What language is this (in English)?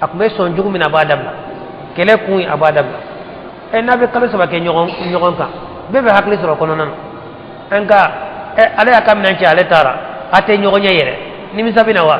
Bambara